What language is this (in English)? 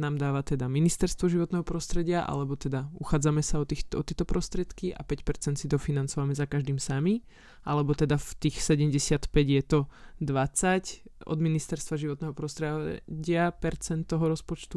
Slovak